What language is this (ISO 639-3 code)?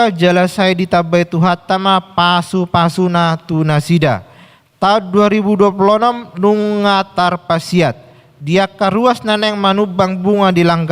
bbc